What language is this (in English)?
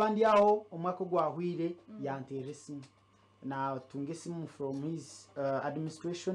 Nyankole